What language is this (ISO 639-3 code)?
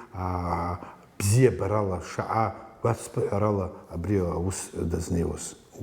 abk